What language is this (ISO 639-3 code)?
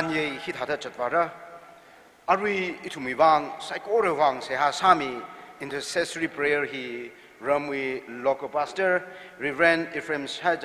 nmf